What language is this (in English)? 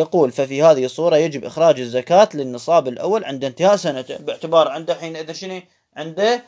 Moroccan Arabic